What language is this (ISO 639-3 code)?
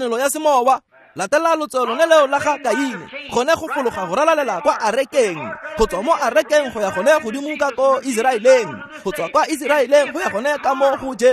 tsn